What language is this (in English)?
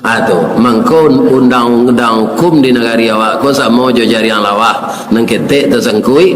Minangkabau